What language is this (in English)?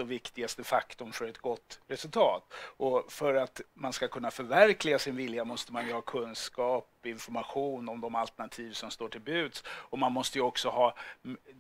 Swedish